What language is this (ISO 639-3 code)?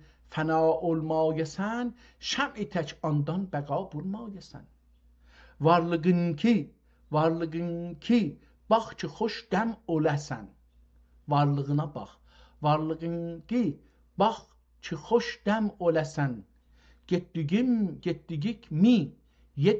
azb